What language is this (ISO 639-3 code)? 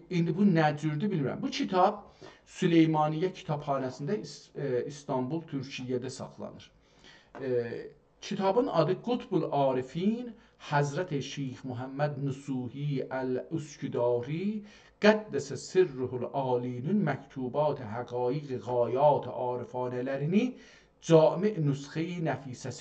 azb